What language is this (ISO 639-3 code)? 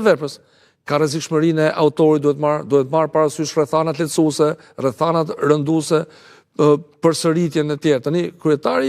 sqi